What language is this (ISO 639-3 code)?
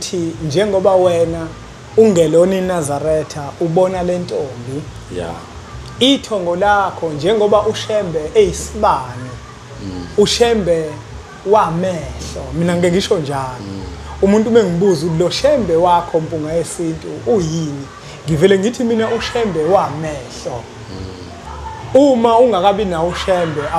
zul